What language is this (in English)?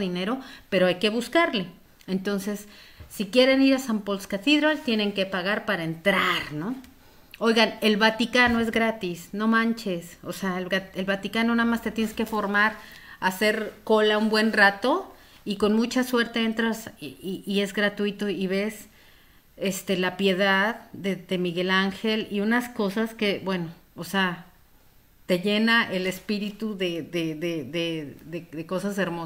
Spanish